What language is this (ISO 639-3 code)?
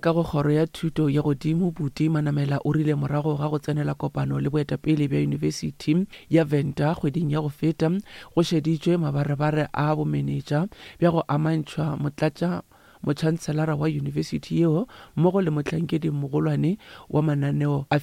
nso